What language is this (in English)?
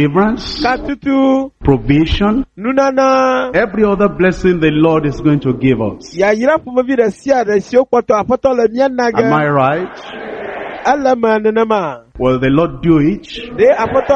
Ewe